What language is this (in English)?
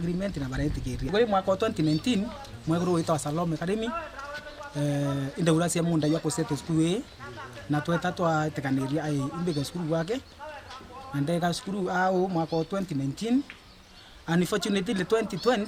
Meru